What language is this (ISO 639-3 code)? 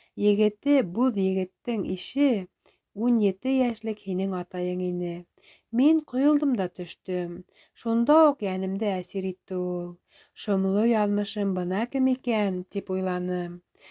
bak